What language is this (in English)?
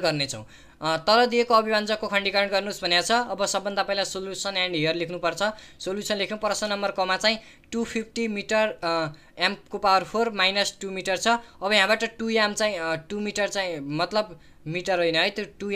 Nepali